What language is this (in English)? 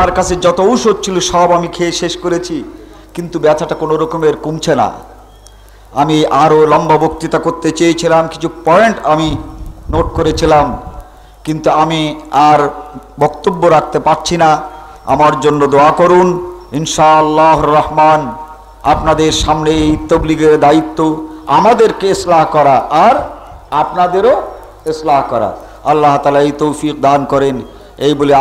Bangla